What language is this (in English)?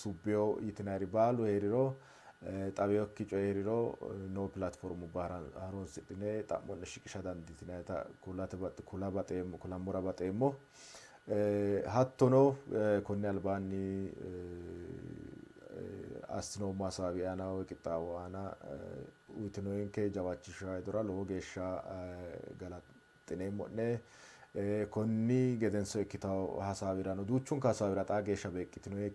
Sidamo